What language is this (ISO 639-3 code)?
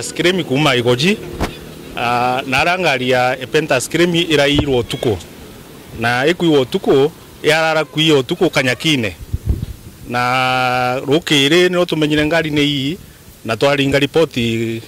mer